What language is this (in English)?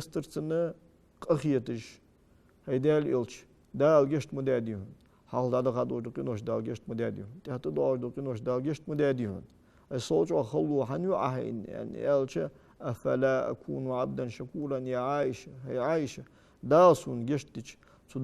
Ingush